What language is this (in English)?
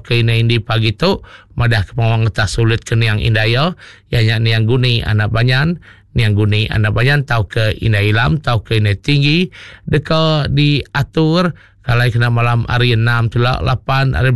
Iban